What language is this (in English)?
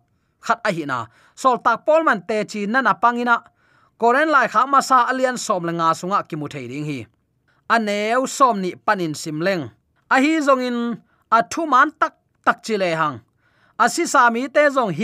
Tedim Chin